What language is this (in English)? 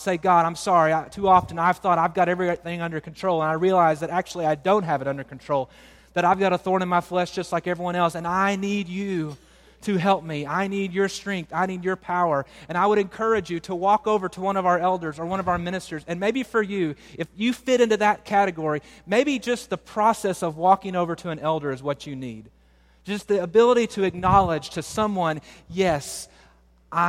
English